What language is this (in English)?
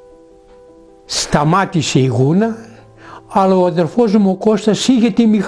Greek